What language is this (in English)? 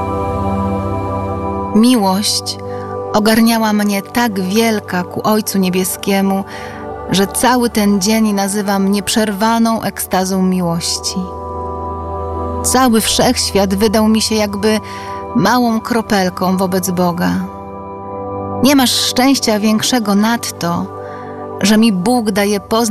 Polish